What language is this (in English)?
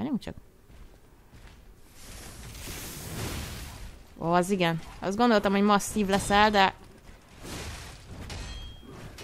Hungarian